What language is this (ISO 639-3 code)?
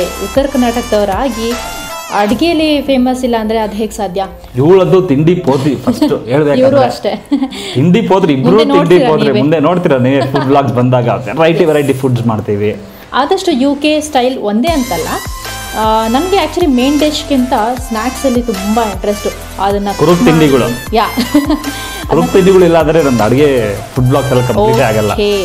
kan